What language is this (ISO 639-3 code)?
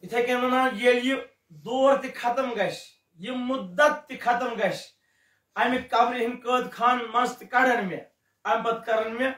kas